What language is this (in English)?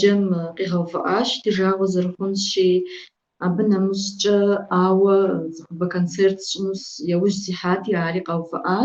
Kabardian